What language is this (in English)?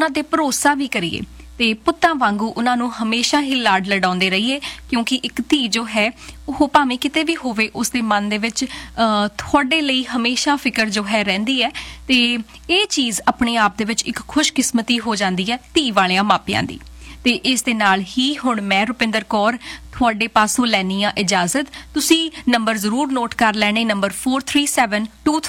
Punjabi